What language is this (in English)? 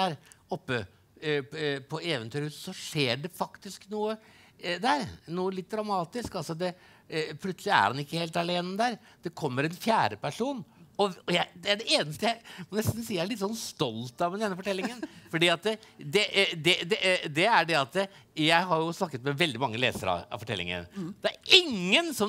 Norwegian